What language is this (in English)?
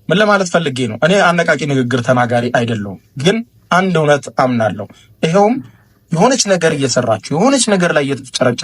Amharic